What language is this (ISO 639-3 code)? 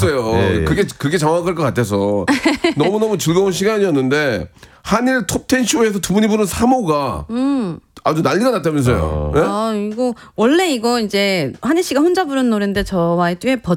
kor